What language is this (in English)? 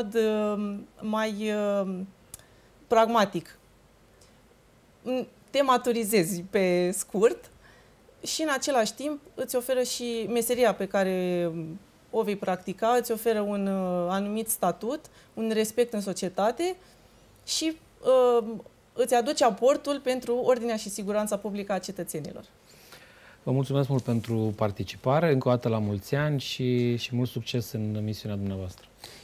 Romanian